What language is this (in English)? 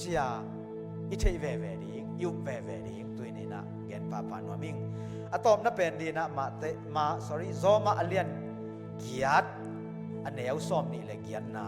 Tedim Chin